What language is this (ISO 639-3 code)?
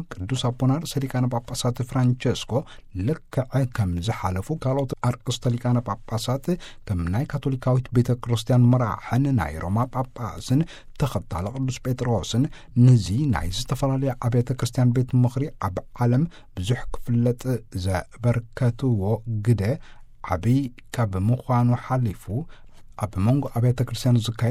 tir